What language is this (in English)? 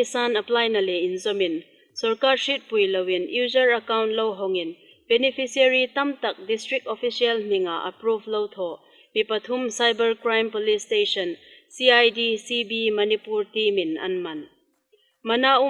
Hmar